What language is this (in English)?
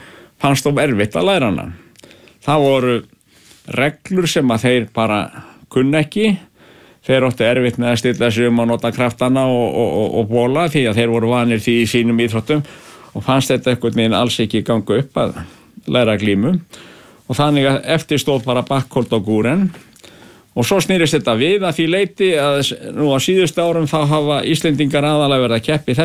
Icelandic